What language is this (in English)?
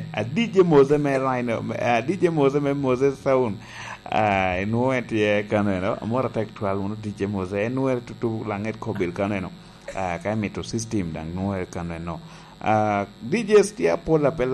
Lango (Uganda)